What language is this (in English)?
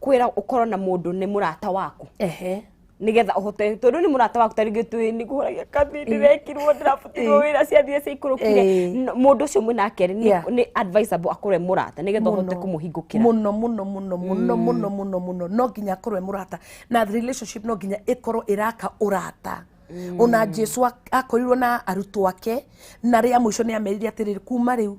Kikuyu